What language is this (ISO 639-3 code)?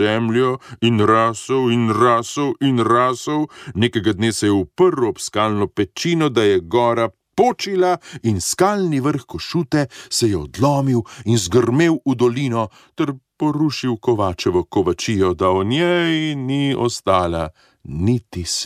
slv